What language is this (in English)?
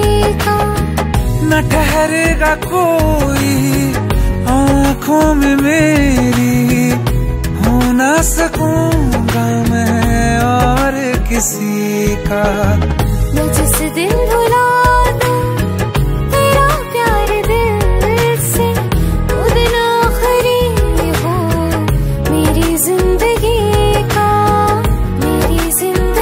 Hindi